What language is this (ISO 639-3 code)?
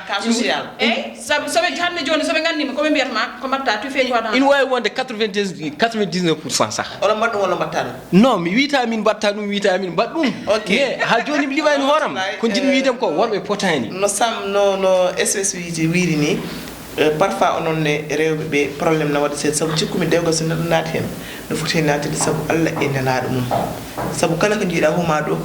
ful